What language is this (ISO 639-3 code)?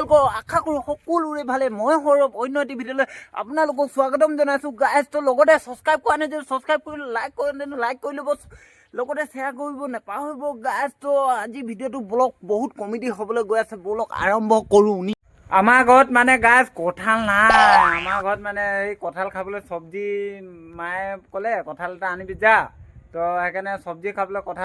asm